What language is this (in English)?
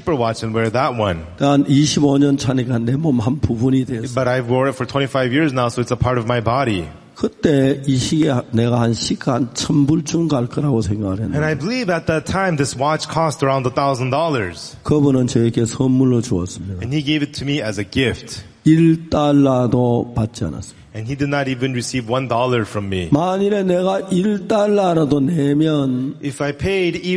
Korean